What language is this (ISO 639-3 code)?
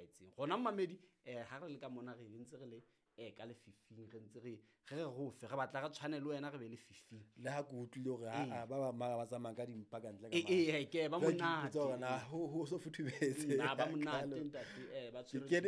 sot